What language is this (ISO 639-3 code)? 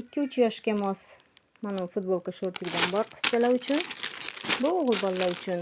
uzb